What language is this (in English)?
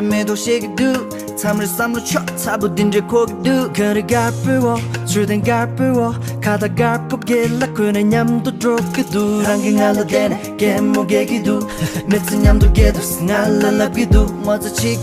Tibetan